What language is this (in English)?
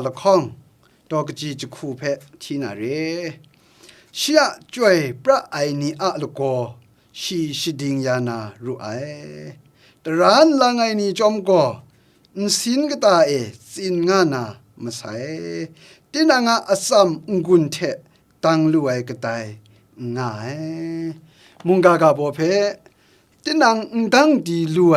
Kachin